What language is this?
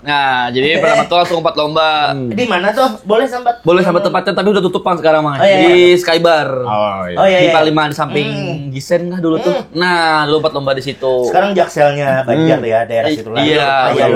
Banjar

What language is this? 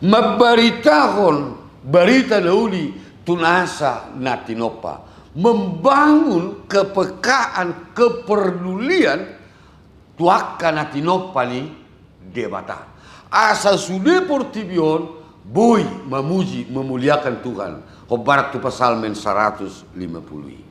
Batak Toba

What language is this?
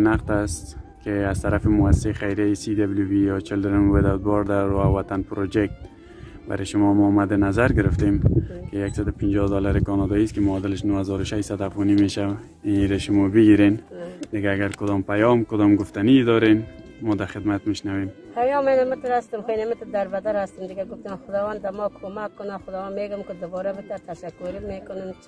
Persian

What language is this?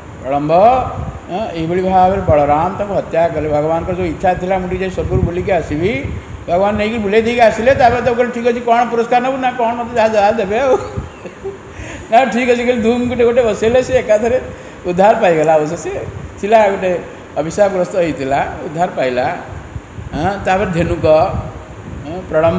Odia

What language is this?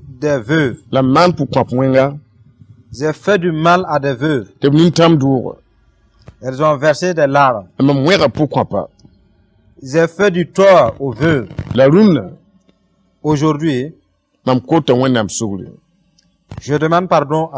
Mossi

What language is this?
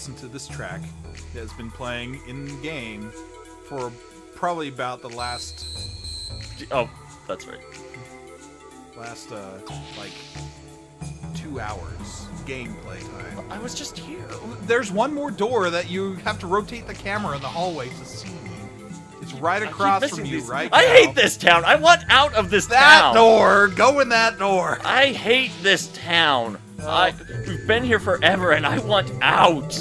English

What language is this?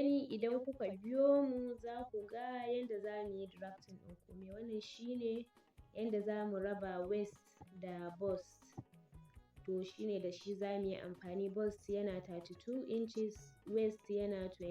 Hausa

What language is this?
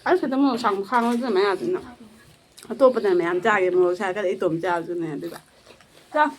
Manipuri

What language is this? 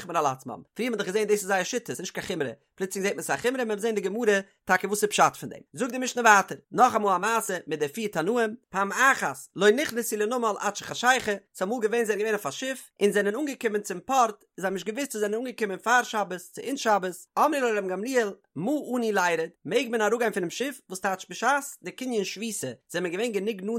Yiddish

